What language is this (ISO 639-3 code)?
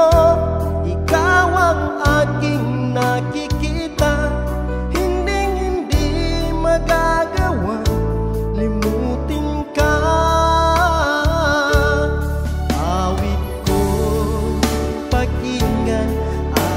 fil